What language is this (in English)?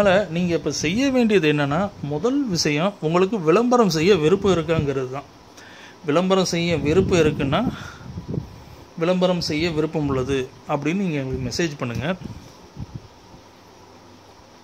Tamil